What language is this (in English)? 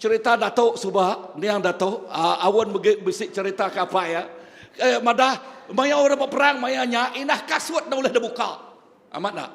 Iban